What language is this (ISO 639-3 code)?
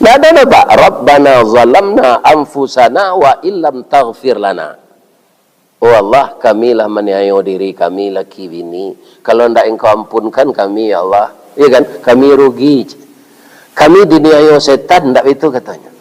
min